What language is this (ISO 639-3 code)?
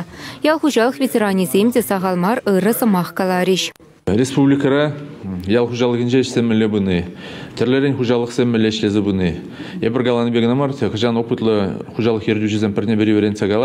chv